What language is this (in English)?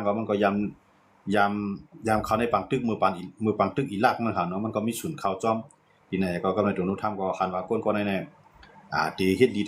Shan